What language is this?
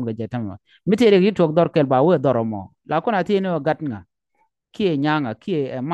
Nuer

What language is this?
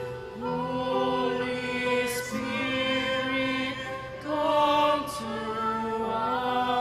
Pampanga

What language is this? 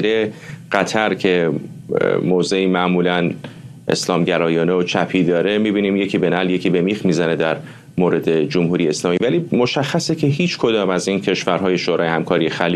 Persian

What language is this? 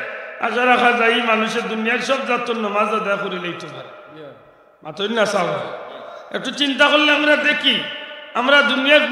Sylheti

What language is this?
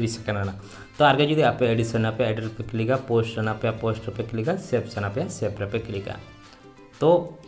Santali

